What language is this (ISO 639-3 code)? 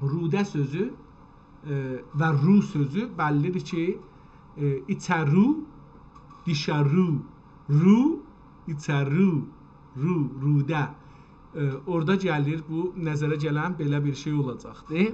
azb